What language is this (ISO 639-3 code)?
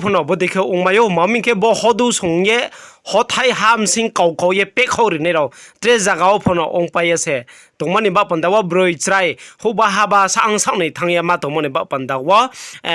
ria